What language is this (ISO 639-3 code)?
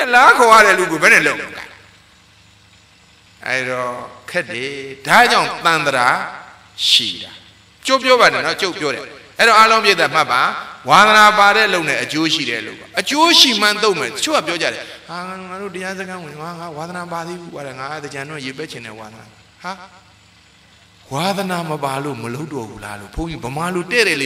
mya